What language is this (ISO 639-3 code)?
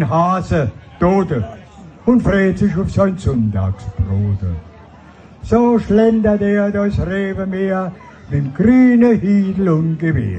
pfl